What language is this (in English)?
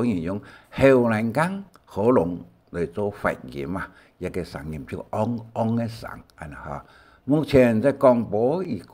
Hakka Chinese